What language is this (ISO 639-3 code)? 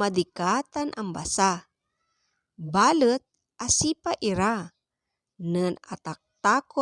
pag